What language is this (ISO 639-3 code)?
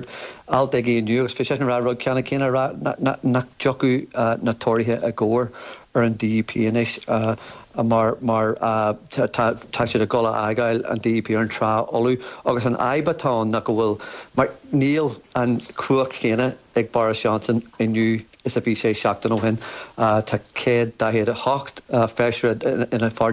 gle